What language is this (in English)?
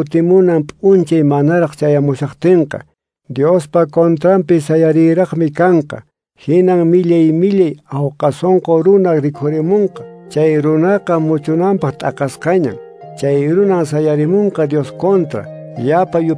Quechua